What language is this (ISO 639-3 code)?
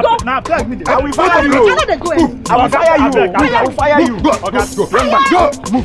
pcm